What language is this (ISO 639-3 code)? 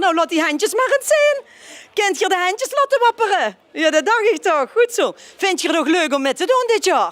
lim